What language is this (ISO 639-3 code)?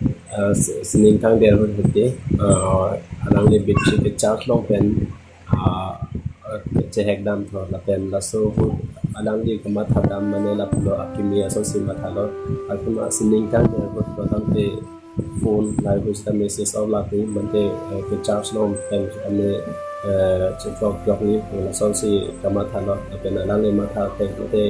mjw